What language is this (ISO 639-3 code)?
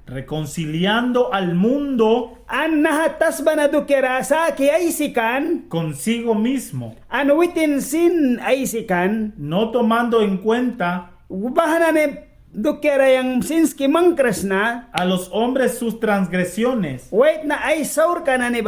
miq